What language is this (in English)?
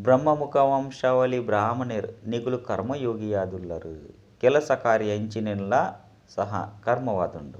Tulu